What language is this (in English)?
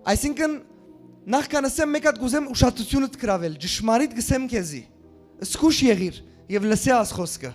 Western Armenian